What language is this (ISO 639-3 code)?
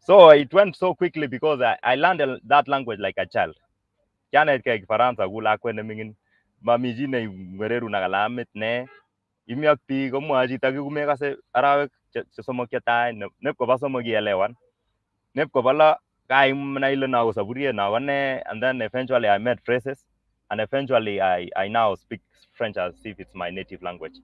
kln